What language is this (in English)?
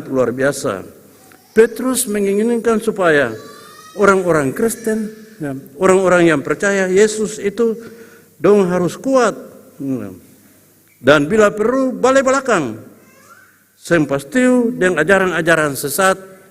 Ambonese Malay